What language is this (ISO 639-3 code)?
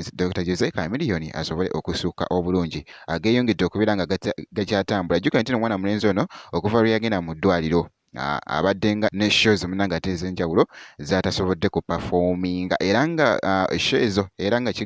lug